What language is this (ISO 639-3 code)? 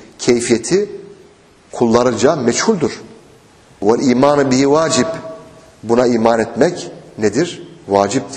tur